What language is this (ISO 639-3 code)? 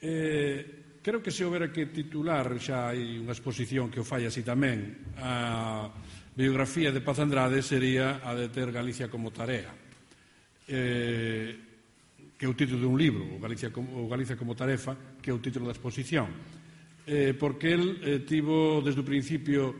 glg